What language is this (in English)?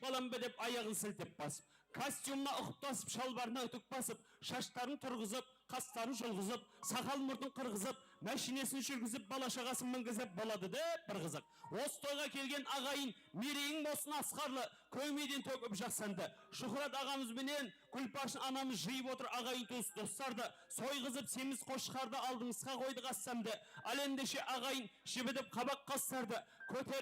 Kara-Kalpak